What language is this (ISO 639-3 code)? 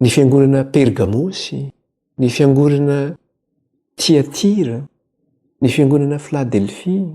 mlg